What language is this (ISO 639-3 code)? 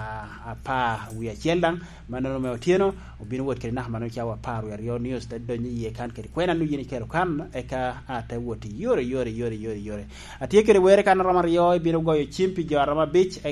laj